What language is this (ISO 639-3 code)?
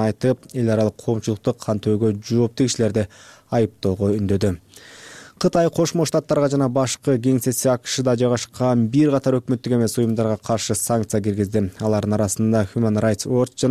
kir